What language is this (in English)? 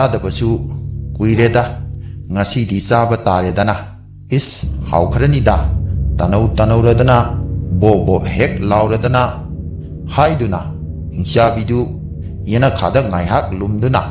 Manipuri